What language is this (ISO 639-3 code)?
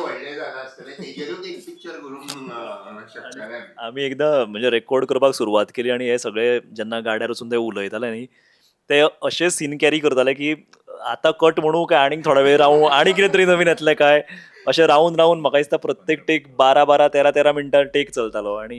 kok